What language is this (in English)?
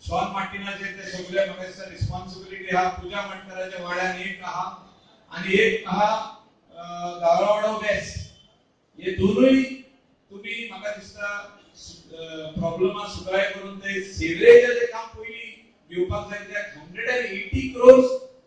Konkani